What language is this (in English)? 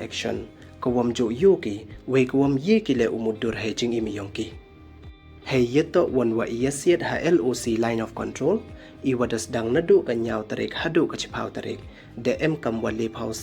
Pnar